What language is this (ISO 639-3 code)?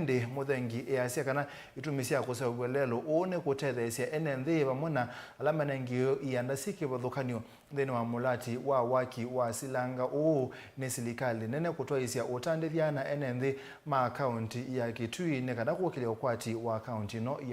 kam